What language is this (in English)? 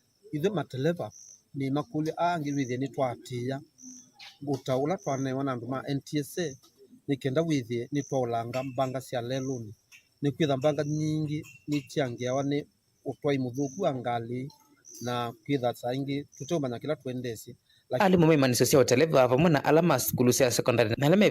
Kamba